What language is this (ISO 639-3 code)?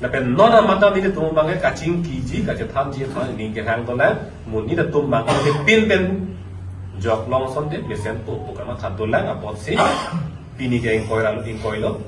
mjw